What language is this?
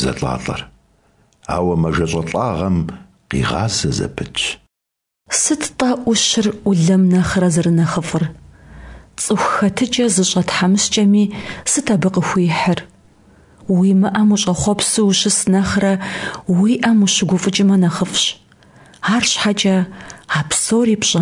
Kabardian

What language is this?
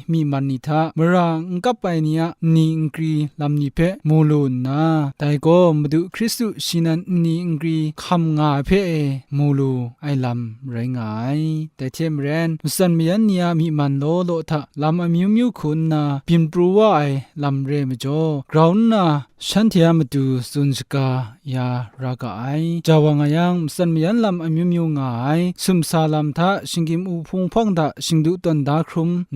Kachin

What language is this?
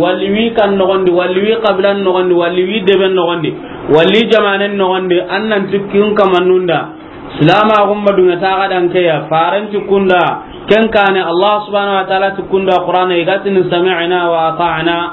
Soninke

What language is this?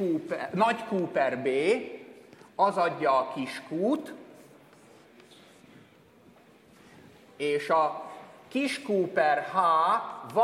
Hungarian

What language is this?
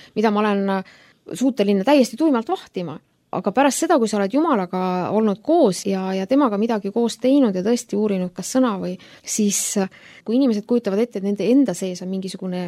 Estonian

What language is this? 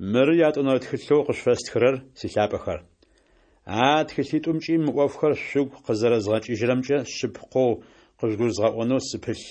Adyghe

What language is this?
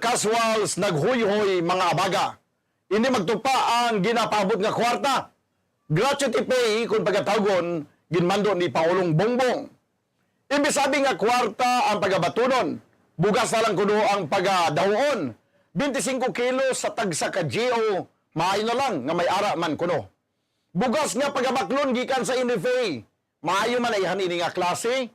Hiligaynon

